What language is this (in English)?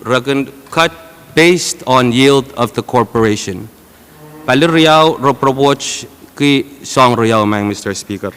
Pohnpeian